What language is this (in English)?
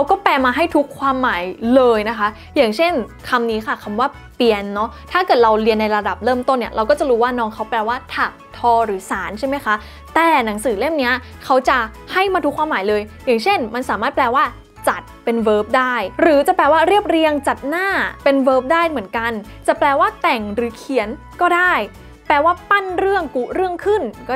Thai